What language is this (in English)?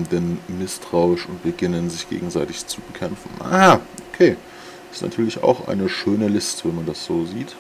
German